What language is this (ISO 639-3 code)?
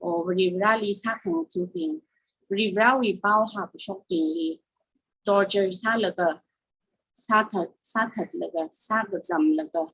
nmf